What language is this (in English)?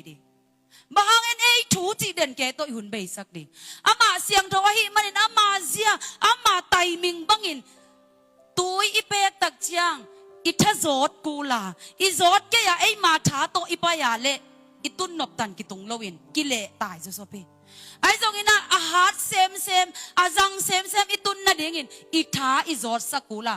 Tedim Chin